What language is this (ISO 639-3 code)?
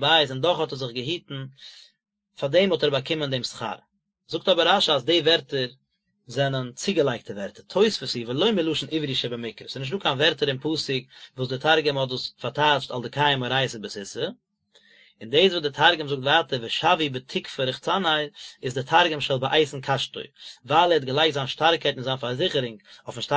yid